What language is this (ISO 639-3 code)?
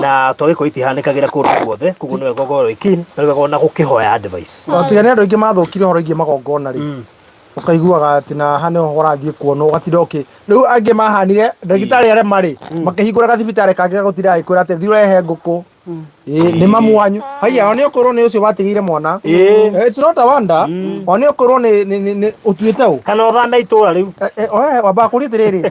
kik